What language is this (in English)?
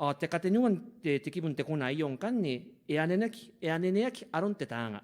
Gilbertese